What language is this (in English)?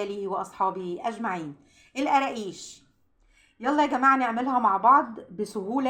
Egyptian Arabic